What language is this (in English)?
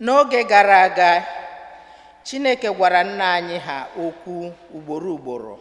Igbo